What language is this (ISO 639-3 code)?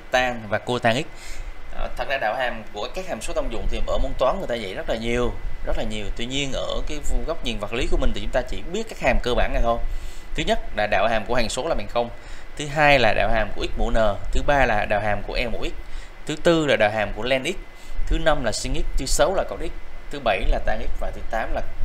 vie